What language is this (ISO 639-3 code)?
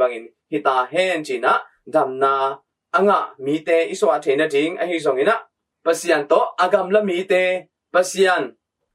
ctd